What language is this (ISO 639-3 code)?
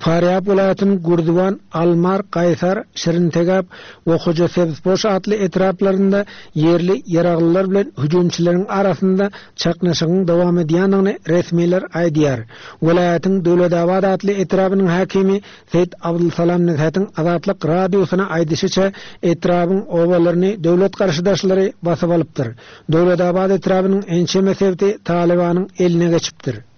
tuk